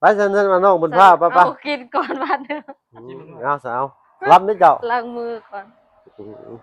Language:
Lao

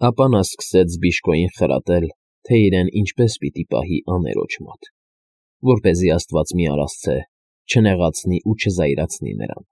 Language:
Armenian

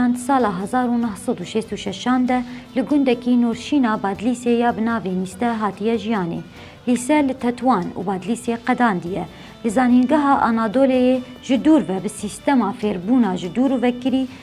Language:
Kurdish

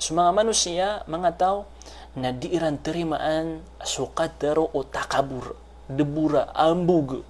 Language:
Maranao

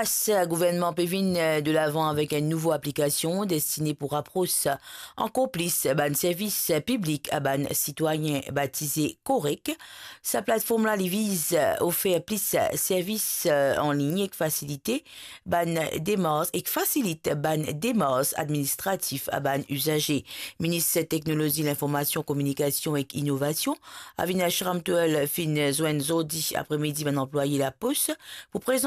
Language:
Morisyen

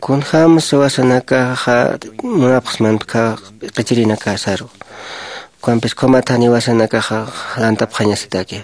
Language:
Aymara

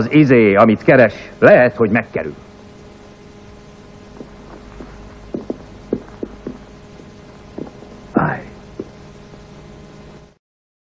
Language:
Hungarian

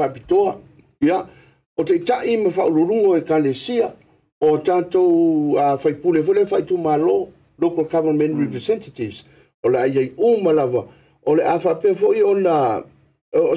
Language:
Samoan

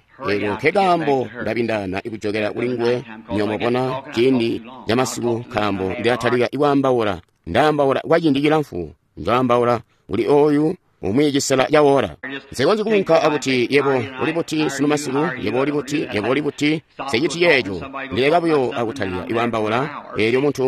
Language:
Tonga (Zambia)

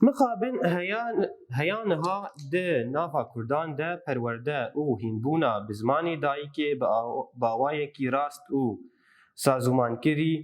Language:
Kurdish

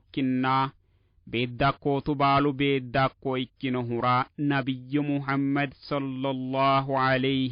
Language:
Sidamo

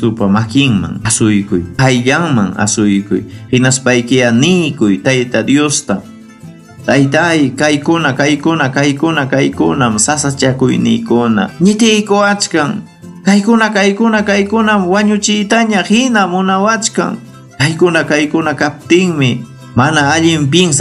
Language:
Ayacucho Quechua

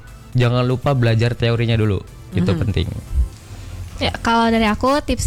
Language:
Indonesian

